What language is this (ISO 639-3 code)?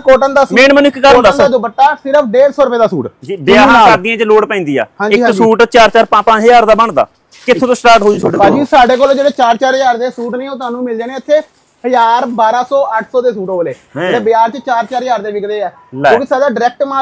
pan